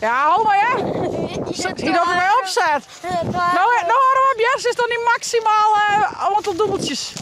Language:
Western Frisian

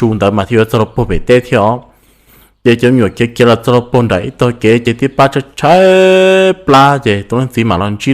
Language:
Hmong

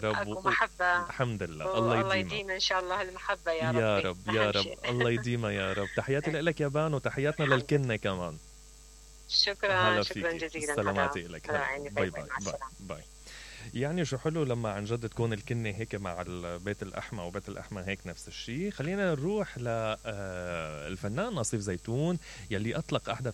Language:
Mesopotamian Arabic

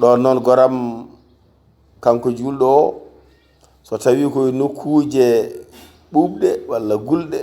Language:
Fula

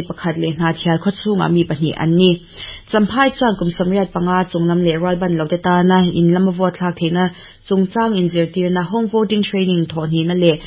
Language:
Mizo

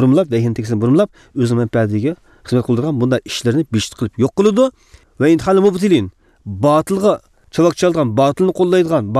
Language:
Uyghur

